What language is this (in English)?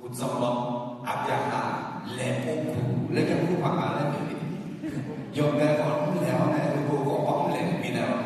Akha